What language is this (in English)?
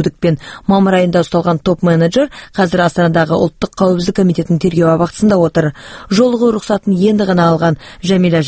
Kazakh